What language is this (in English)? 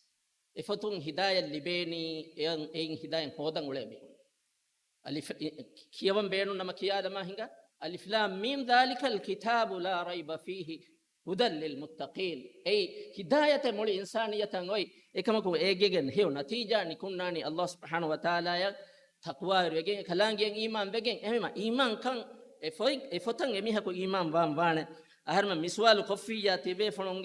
Divehi